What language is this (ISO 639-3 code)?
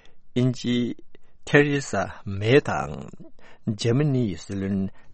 bod